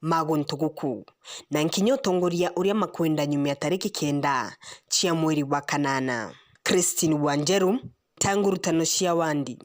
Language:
Meru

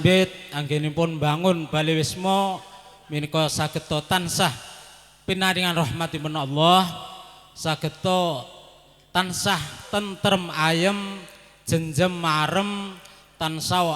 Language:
Javanese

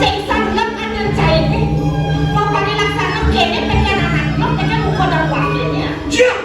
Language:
Balinese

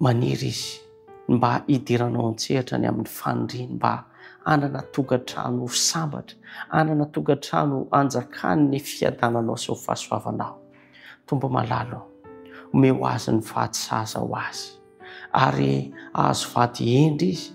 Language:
Malagasy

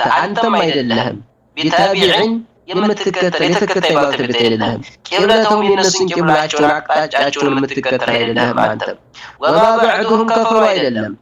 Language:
Amharic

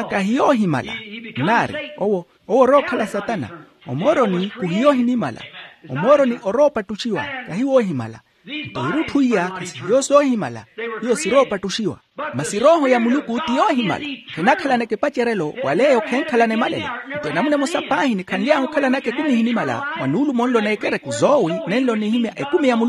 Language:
Makhuwa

